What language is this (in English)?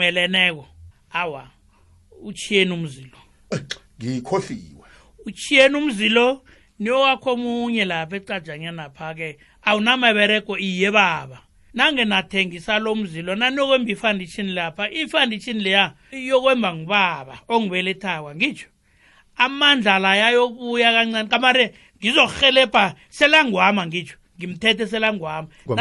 South Ndebele